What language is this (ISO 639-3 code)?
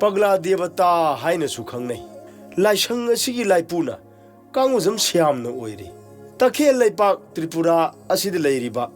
mni